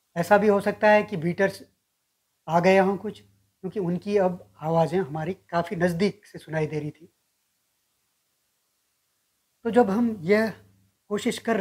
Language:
Hindi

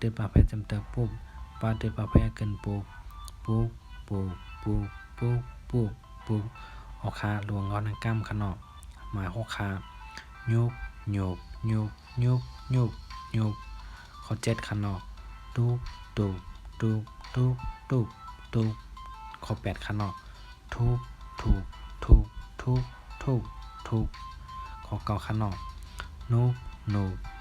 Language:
Shan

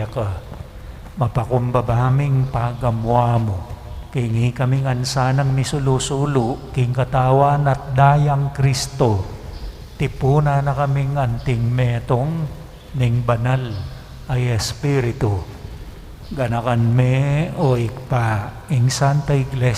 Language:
Pampanga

